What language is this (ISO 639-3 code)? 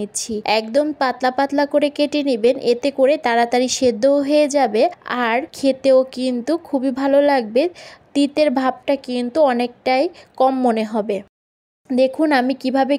ben